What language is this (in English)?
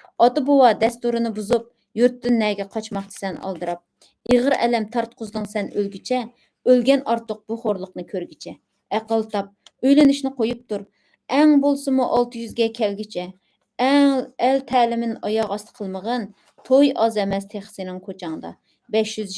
Uyghur